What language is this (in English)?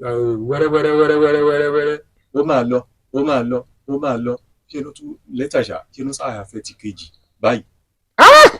Yoruba